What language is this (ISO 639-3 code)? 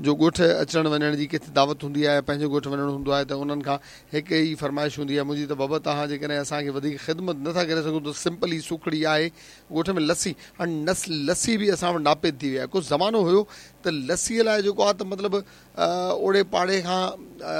snd